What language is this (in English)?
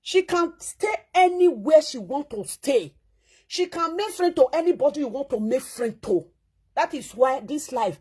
Nigerian Pidgin